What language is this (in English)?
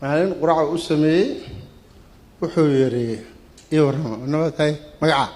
Somali